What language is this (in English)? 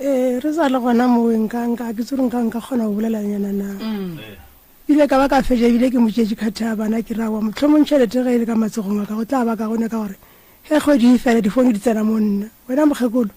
Northern Sotho